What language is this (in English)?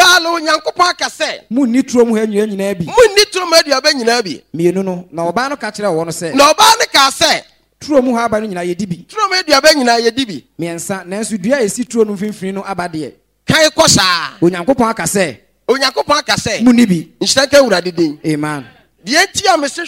Akan